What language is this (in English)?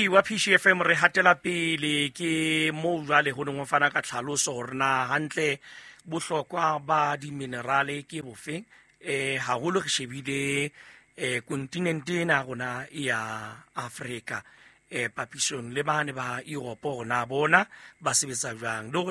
Southern Sotho